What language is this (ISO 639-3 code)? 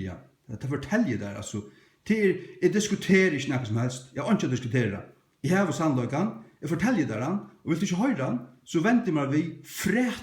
fao